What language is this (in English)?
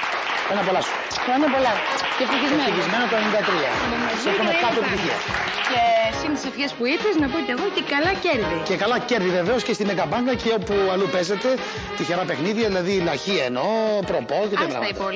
Greek